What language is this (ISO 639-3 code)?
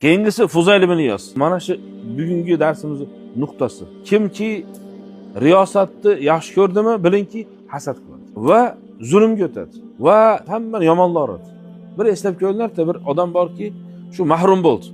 uzb